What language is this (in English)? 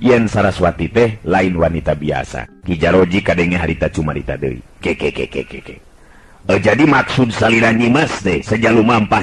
Sundanese